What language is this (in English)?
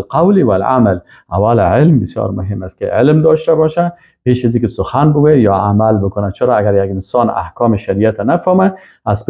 Persian